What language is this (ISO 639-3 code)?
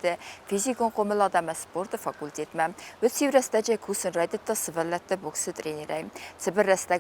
oss